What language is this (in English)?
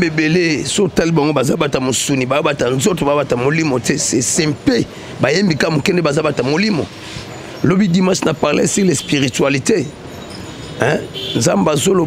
Lingala